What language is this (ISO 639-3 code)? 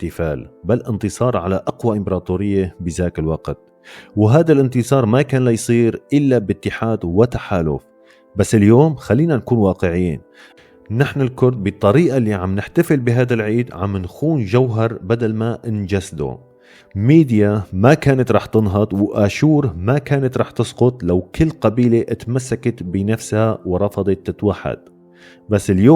apc